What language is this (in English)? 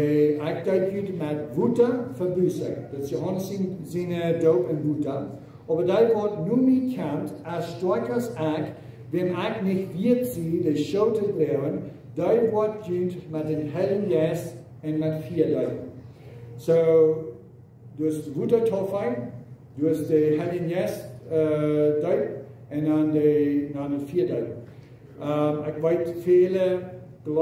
Plautdietsch